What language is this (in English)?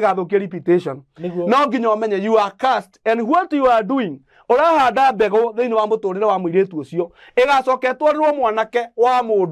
Kikuyu